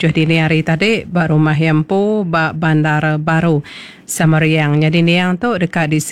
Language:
Iban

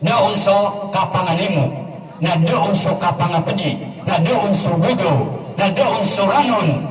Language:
Maranao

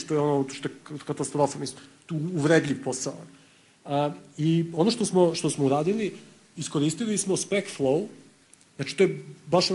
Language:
Serbian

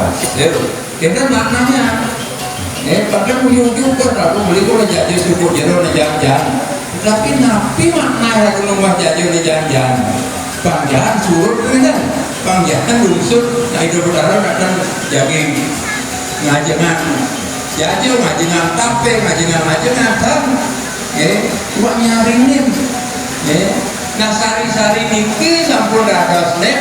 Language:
Balinese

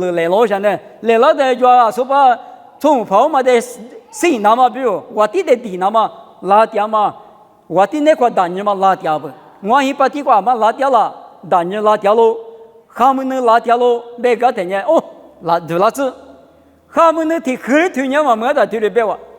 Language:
Lisu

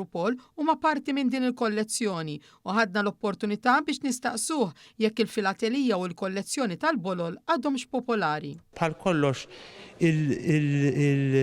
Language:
Maltese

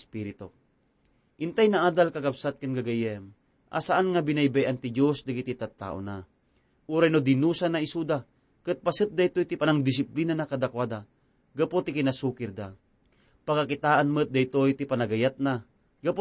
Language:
Iloko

